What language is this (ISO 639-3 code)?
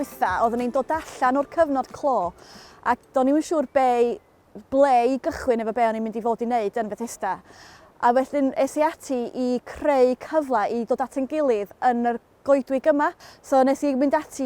cym